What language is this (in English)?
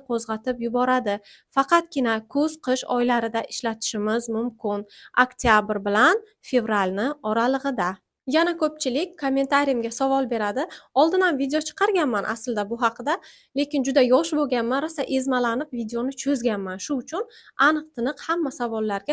Uzbek